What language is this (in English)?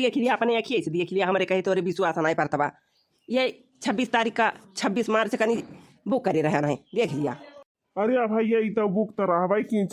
Awadhi